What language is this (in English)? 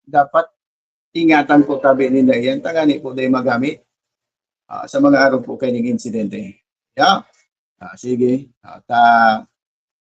Bikol